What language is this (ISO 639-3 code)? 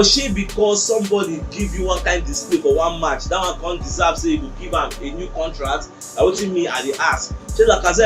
pcm